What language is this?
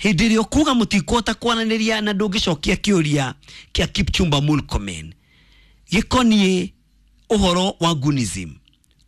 Kikuyu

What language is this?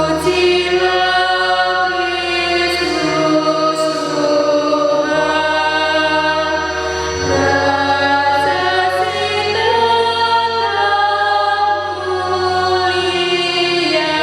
Batak Karo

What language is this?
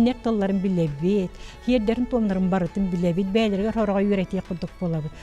Yakut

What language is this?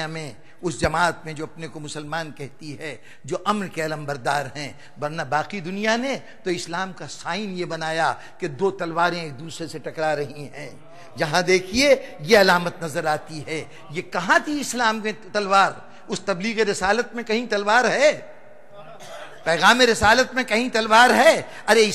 Urdu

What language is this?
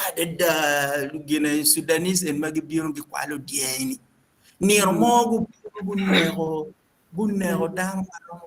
Acoli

